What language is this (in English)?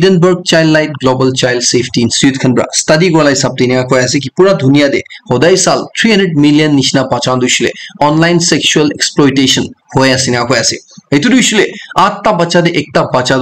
Naga Pidgin